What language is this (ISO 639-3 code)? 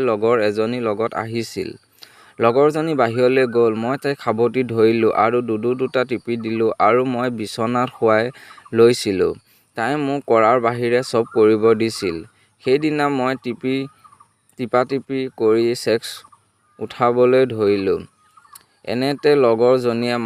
asm